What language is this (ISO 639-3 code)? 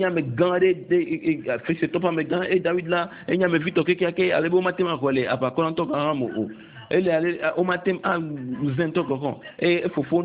ewe